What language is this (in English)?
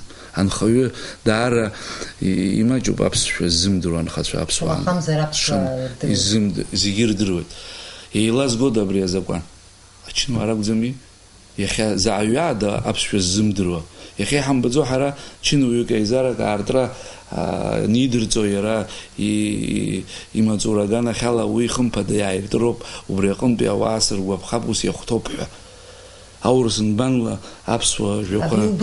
Abkhazian